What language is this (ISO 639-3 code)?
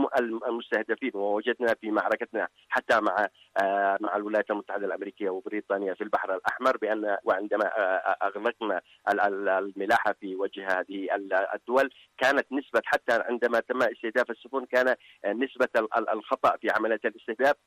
ara